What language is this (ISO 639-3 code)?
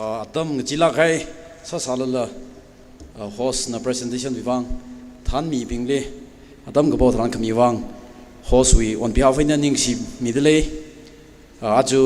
nmf